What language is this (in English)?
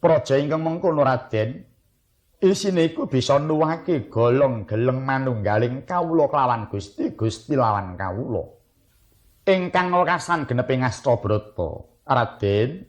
Javanese